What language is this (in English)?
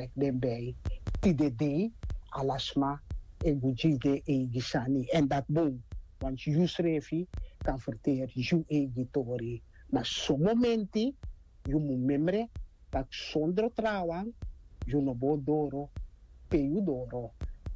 Sranan Tongo